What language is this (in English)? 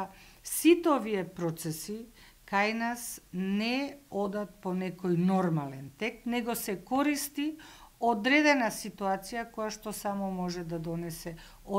Macedonian